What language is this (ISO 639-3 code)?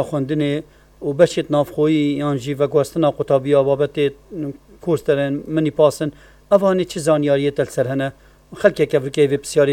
kur